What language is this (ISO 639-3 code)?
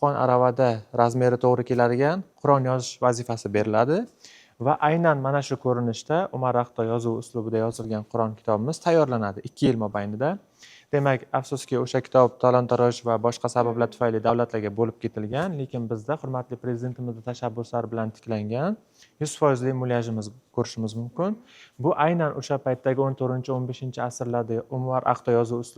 uzb